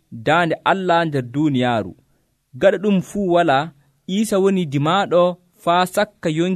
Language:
Nigerian Fulfulde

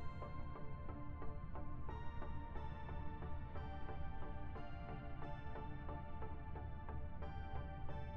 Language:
Russian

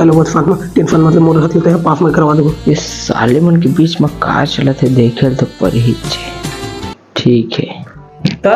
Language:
Chhattisgarhi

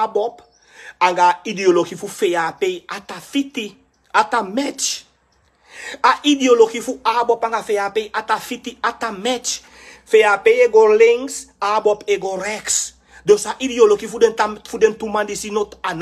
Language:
Sranan Tongo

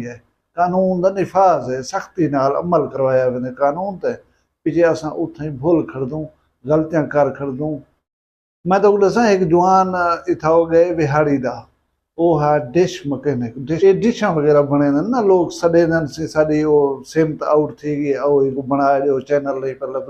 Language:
Saraiki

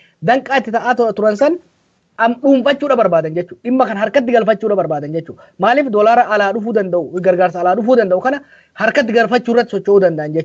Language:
Oromo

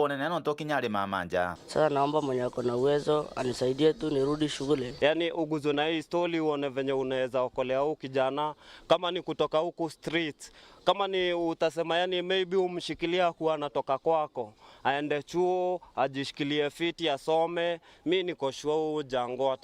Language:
Meru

